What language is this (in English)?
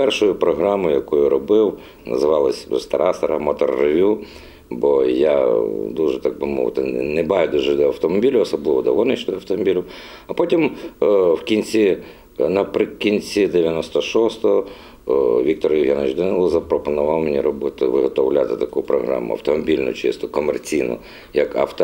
Ukrainian